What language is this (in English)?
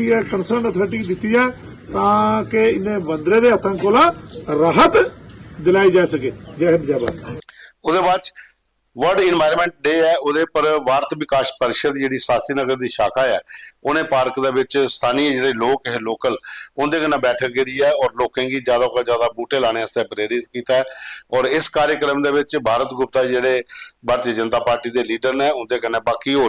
Dogri